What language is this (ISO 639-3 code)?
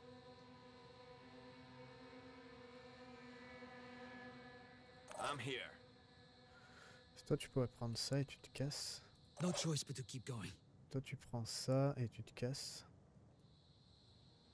fra